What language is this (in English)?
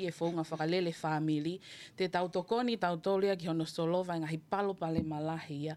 Tongan